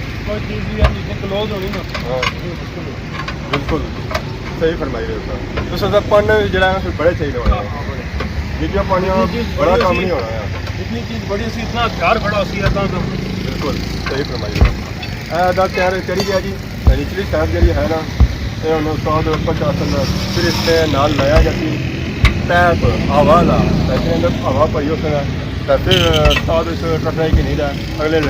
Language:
Pahari-Potwari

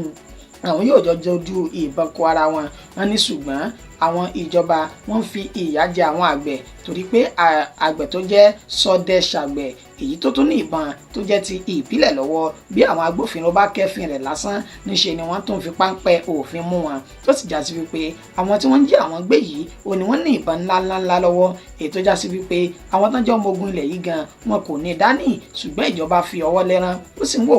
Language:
Yoruba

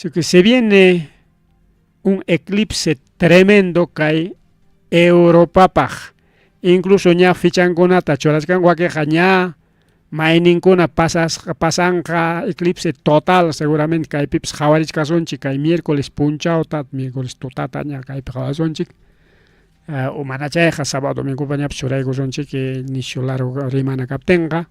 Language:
Ayacucho Quechua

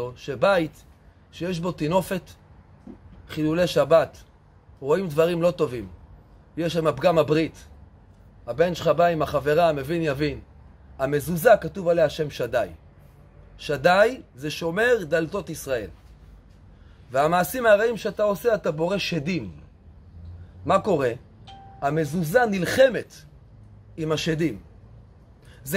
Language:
Hebrew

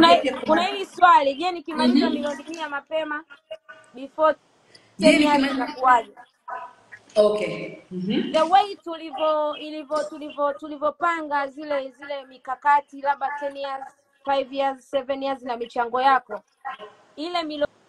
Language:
Swahili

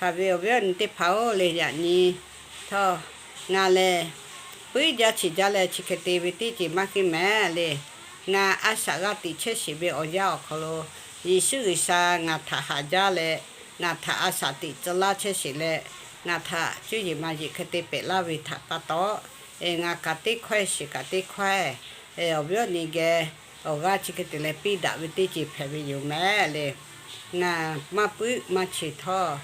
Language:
Lahu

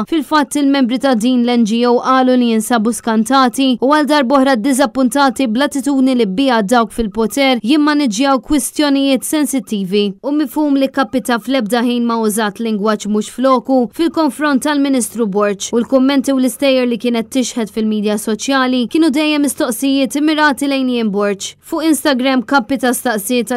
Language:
Maltese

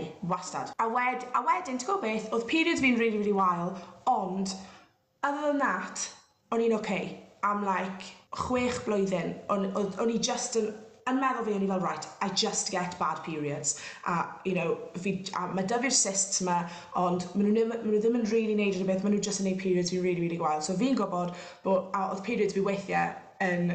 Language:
Welsh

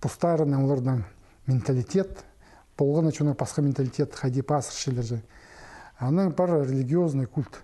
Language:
Khakas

